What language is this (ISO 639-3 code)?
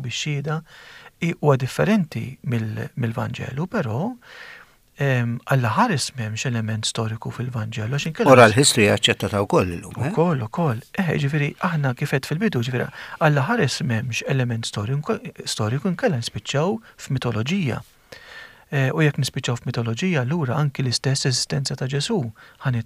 mlt